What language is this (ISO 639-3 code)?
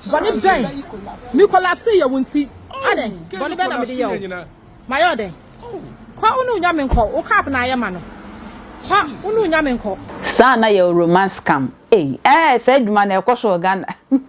aka